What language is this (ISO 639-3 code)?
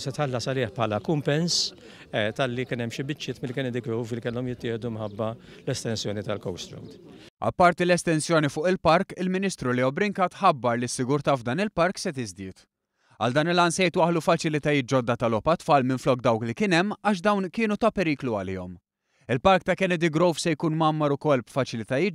mlt